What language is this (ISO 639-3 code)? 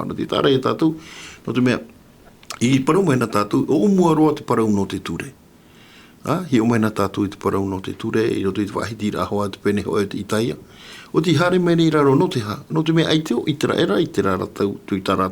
tah